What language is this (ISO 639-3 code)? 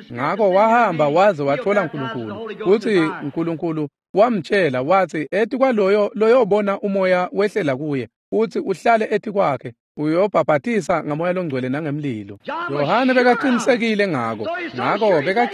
ssw